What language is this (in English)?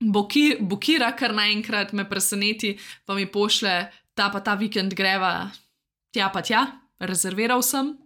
Slovenian